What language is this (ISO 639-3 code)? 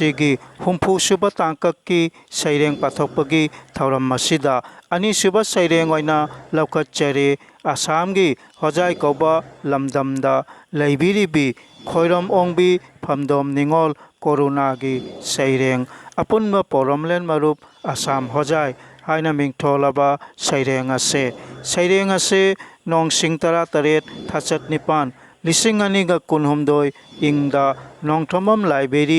mni